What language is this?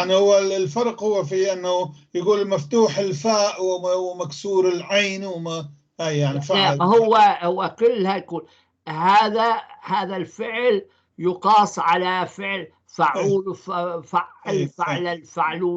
North Levantine Arabic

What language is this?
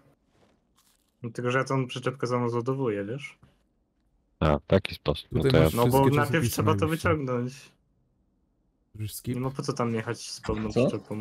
Polish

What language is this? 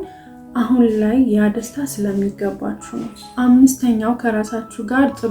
Amharic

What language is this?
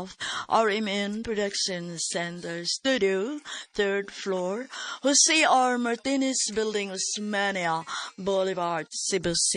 Cebuano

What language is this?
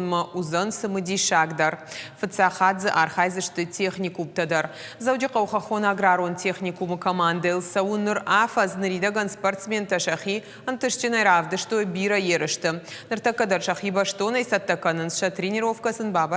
Ossetic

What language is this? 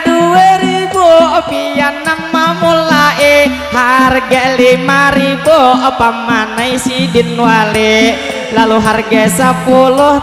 Banjar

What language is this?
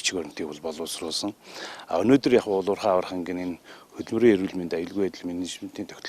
Mongolian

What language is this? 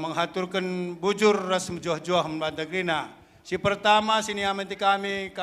Batak Karo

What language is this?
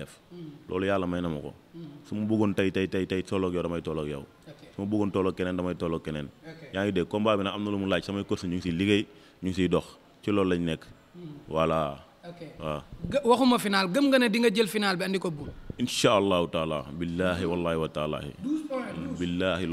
Wolof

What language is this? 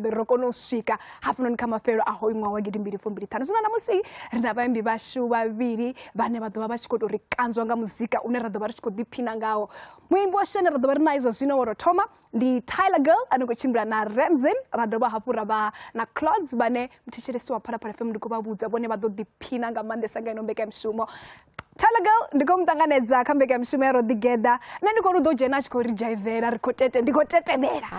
Venda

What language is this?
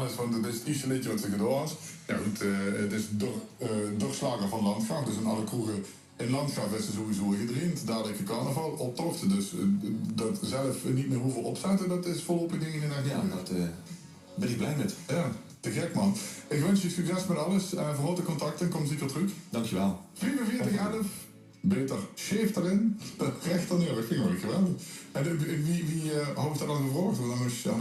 Limburgish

